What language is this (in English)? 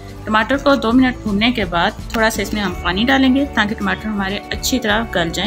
Hindi